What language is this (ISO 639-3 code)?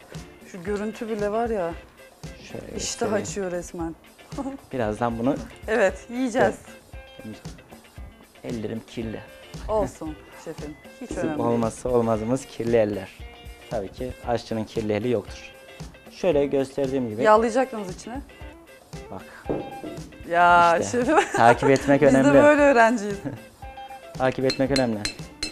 tur